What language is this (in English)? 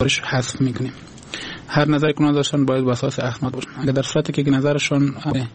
Persian